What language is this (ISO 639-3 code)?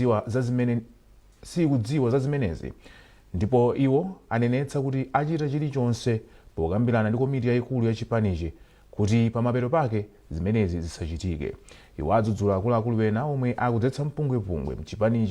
nya